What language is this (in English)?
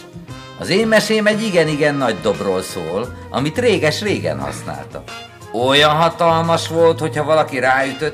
Hungarian